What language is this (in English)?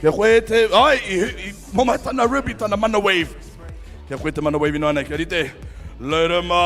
Māori